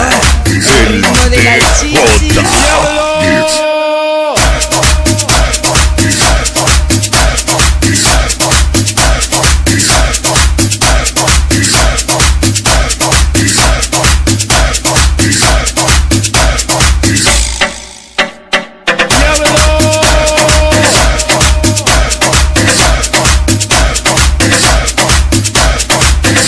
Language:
Spanish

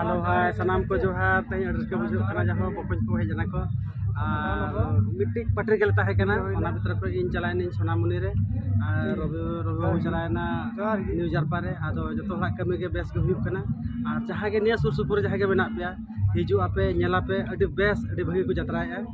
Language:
Santali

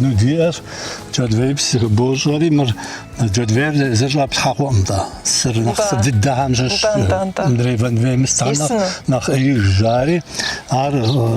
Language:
Kabardian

